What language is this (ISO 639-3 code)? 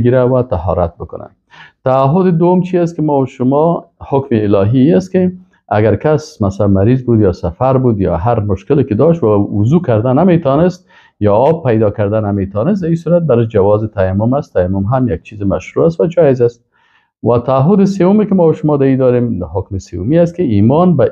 fas